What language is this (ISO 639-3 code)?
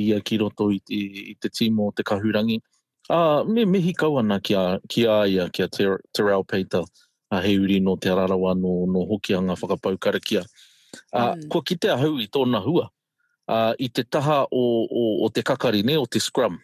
mri